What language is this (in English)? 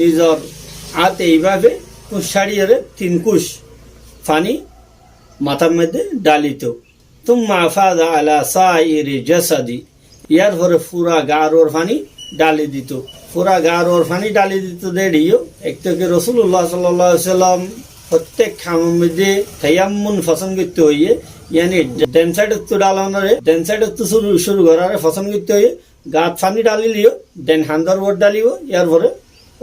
Rohingya